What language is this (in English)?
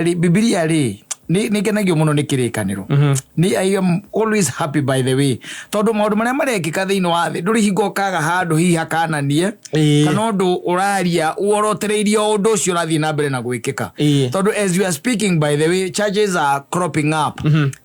Kikuyu